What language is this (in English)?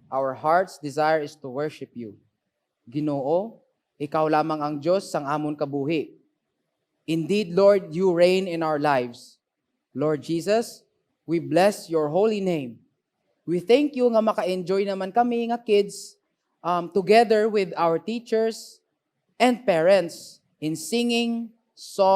Hiligaynon